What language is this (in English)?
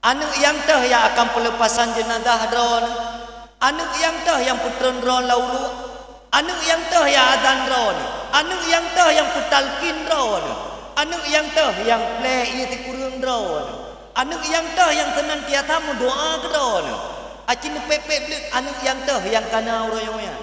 Achinese